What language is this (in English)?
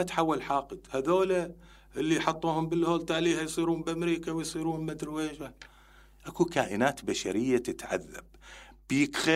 Mesopotamian Arabic